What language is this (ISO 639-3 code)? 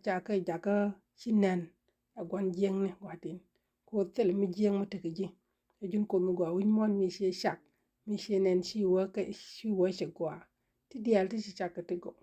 nus